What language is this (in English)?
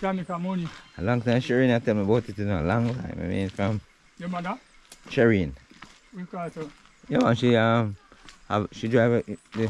Jamaican Creole English